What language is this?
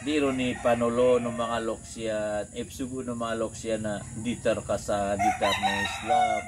Maranao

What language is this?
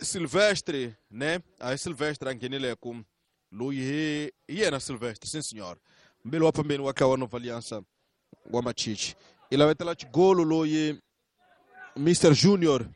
Tsonga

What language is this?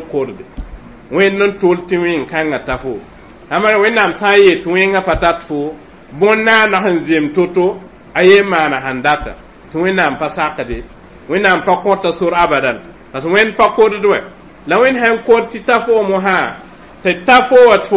Mossi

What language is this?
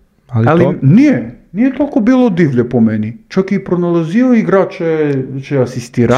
Serbian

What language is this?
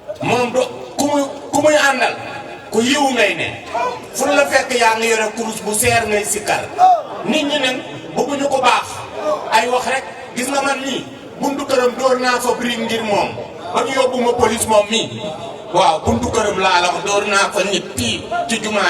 Wolof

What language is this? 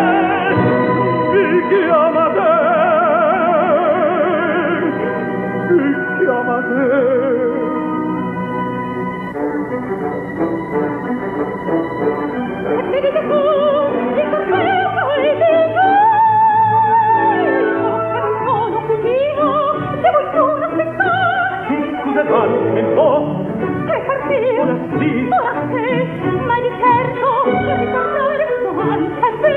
Italian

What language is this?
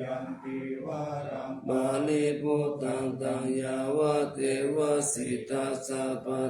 Pali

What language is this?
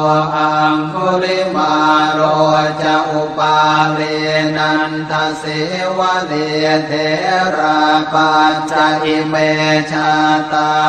Pali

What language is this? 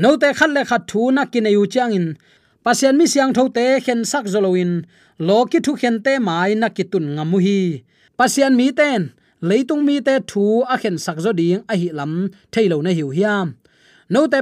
Tedim Chin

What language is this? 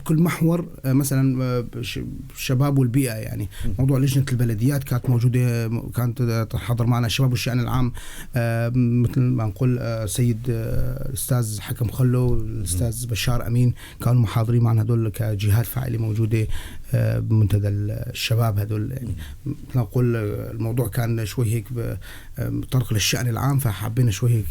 North Levantine Arabic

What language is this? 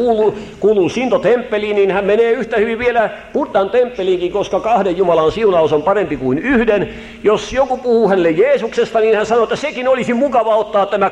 Finnish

